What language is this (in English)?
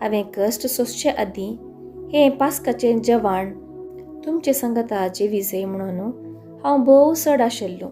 Konkani